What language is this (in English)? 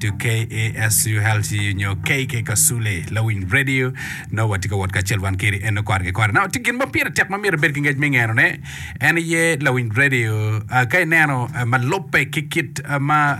Acoli